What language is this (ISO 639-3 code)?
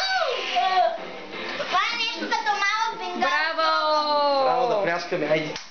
bul